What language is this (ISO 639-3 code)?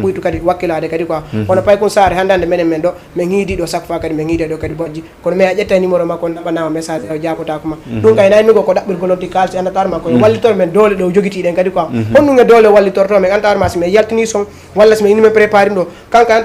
ful